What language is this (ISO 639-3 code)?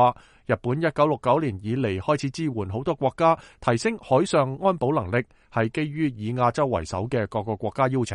yue